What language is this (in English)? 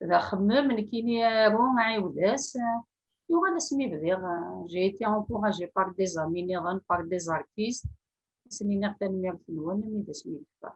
Kabyle